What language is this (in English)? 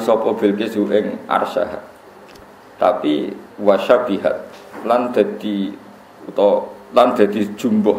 Javanese